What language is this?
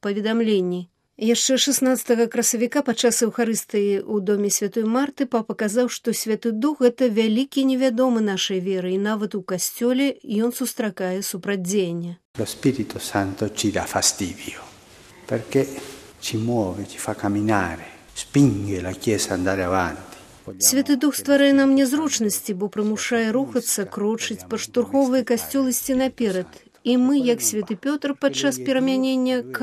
Belarusian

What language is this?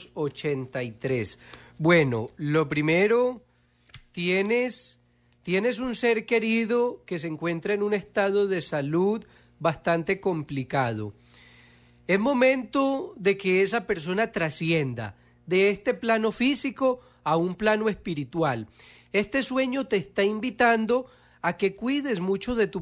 Spanish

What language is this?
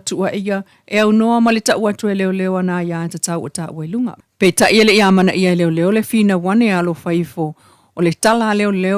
Samoan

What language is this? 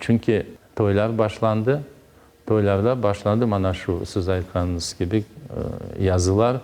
Crimean Tatar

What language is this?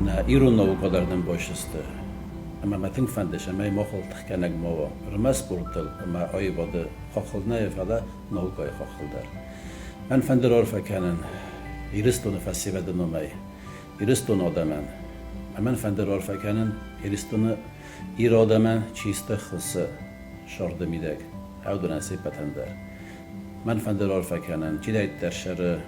Ossetic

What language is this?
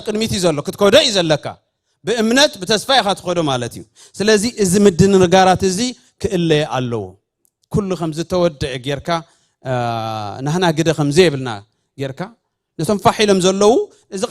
Tigrinya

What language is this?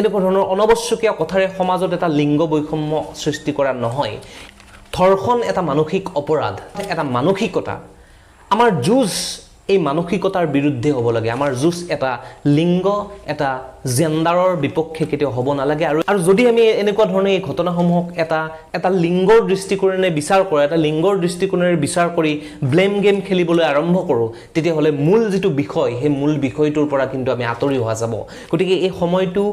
Assamese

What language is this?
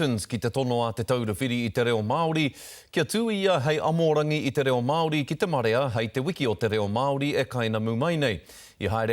Māori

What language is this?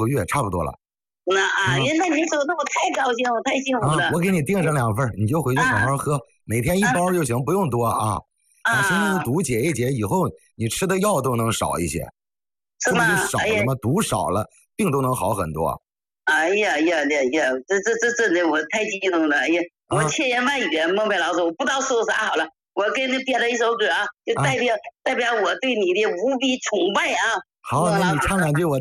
Chinese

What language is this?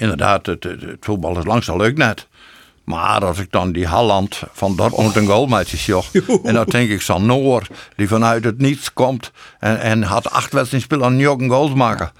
Western Frisian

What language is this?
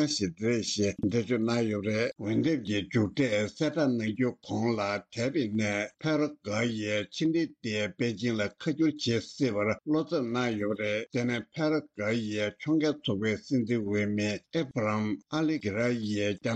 Tibetan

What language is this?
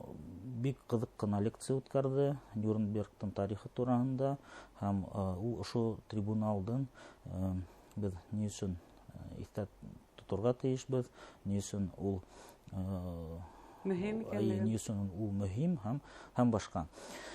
Bashkir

